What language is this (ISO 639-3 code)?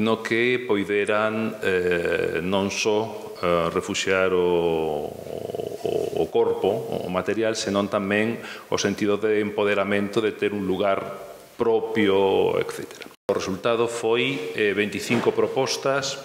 glg